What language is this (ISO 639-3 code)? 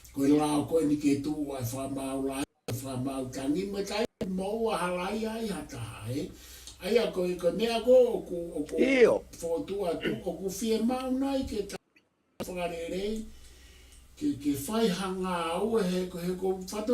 ton